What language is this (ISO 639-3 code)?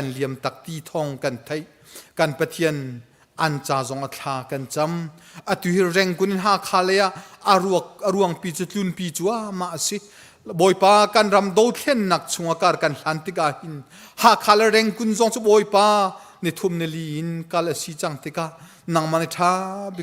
cnh